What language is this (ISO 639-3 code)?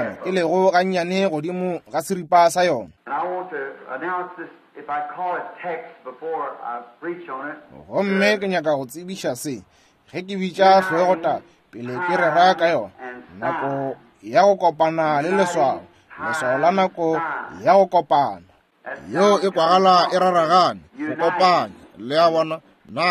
nso